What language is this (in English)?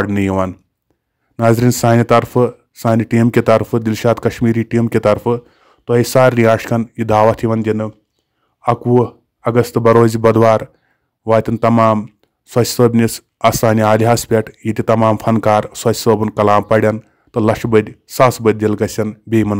Kashmiri